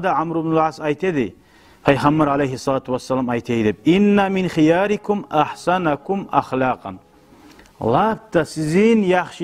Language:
Kumyk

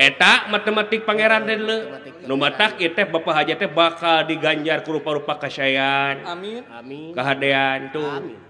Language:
Sundanese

